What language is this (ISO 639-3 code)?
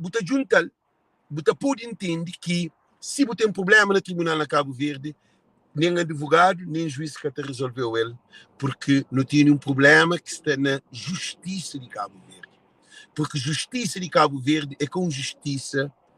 kea